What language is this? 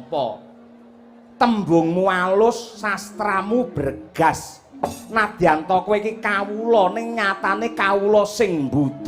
Javanese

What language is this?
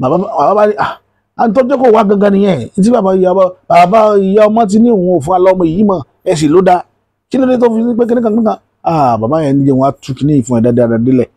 Yoruba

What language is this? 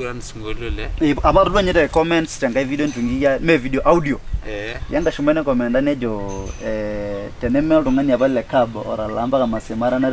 Masai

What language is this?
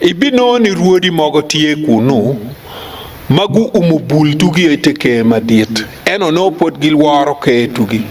Acoli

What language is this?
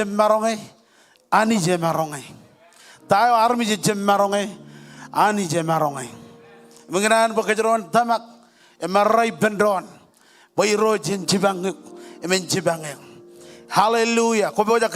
Marshallese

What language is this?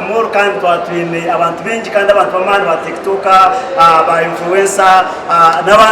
Nyankole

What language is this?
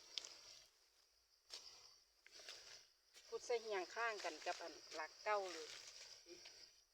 Lao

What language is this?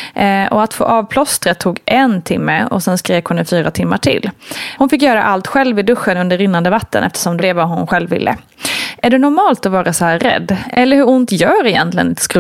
Swedish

